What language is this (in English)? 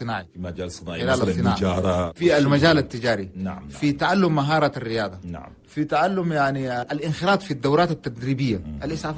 Chadian Arabic